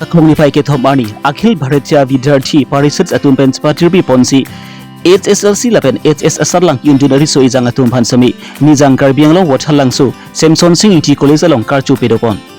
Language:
Karbi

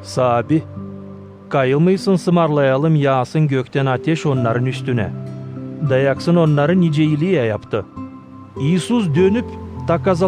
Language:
Gagauz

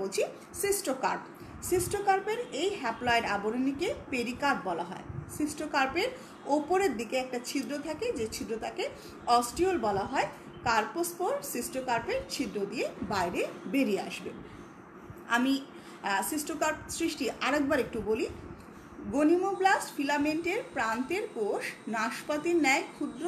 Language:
Bangla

